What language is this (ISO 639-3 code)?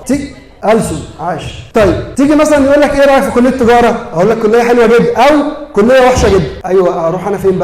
arz